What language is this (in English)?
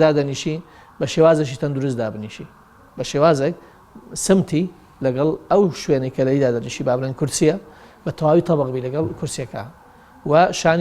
Central Kurdish